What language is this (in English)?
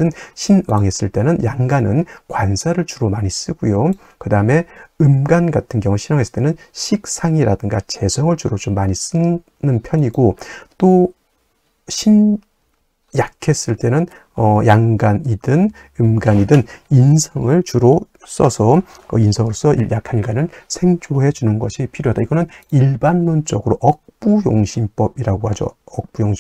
Korean